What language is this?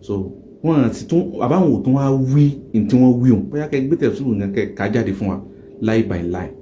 Yoruba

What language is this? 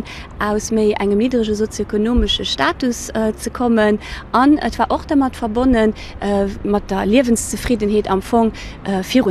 Luxembourgish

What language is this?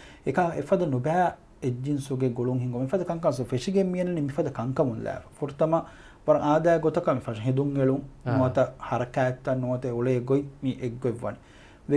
Divehi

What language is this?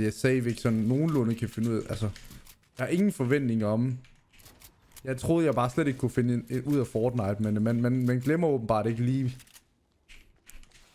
Danish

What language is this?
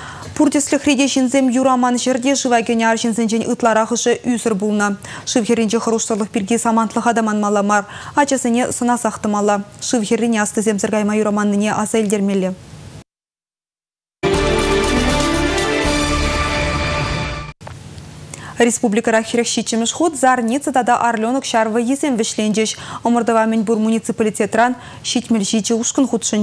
Chuvash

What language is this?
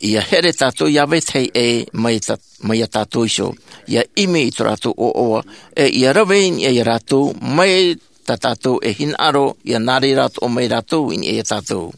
Tahitian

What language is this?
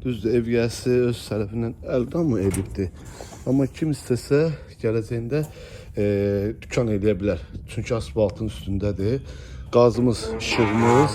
Azerbaijani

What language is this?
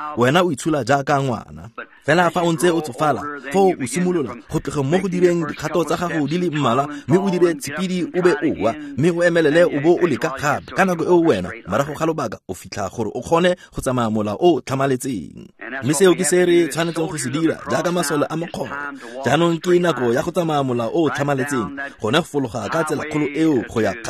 Tswana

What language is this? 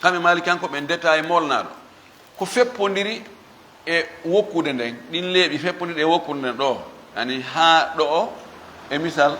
Fula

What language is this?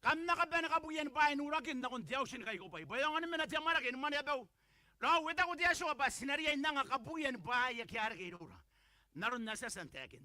Gilbertese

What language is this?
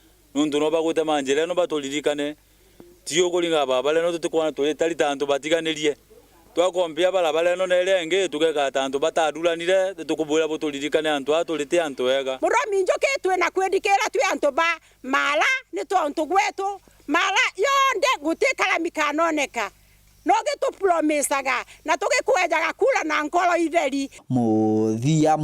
Meru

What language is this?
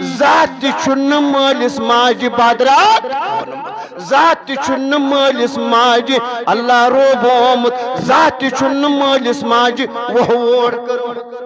Kashmiri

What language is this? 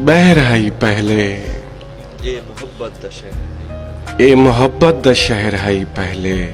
Saraiki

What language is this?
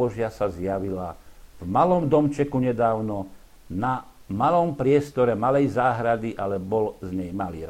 Slovak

